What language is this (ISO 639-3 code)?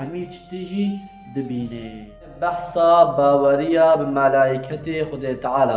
kur